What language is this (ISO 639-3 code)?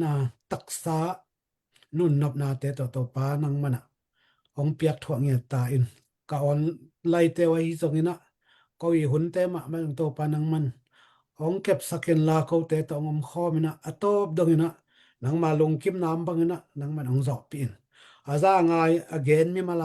ctd